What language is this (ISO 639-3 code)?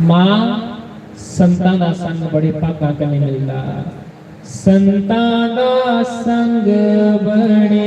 doi